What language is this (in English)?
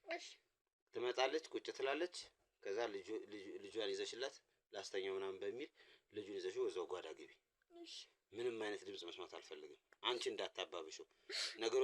Amharic